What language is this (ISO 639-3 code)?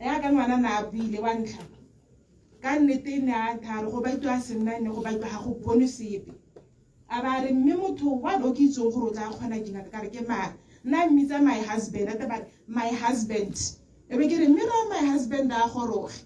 tsn